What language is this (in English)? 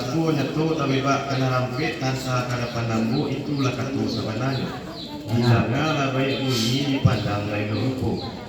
Minangkabau